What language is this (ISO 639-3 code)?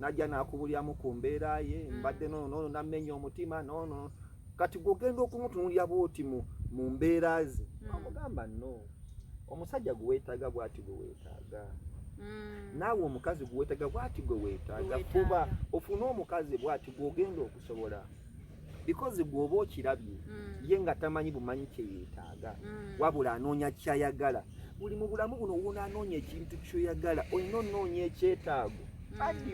lug